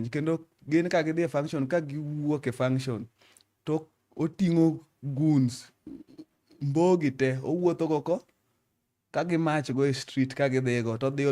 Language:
Luo (Kenya and Tanzania)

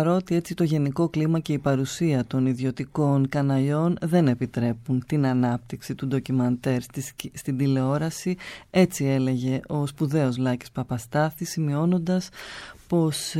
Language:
Greek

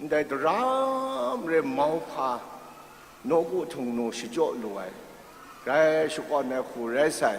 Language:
Kachin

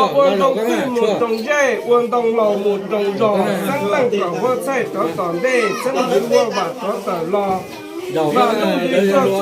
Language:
Hmong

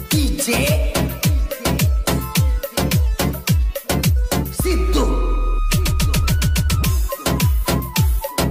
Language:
Kannada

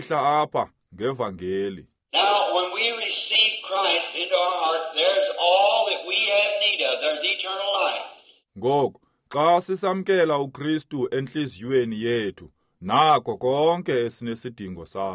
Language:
Xhosa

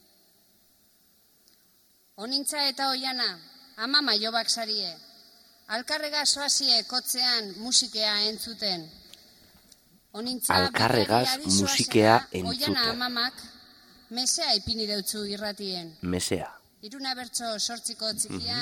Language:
Basque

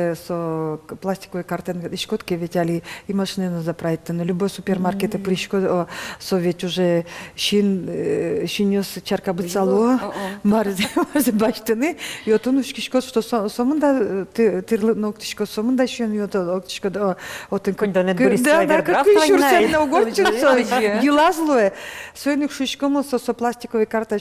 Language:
Udmurt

